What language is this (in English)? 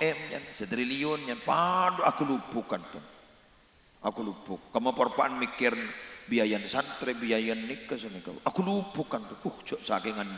Madurese